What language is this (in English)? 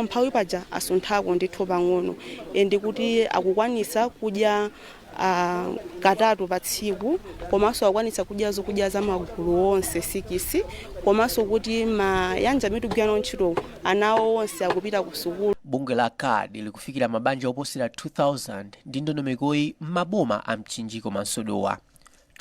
Nyanja